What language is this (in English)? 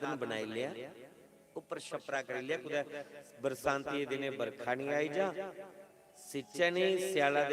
Dogri